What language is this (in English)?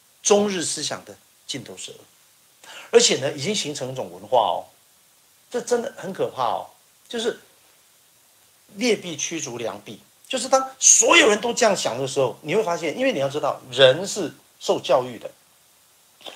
Chinese